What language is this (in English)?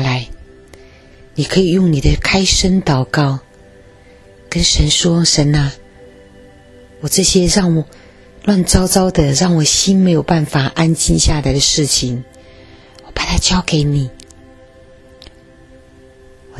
Chinese